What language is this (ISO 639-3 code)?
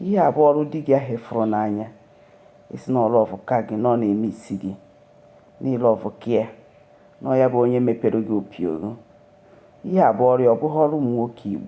ibo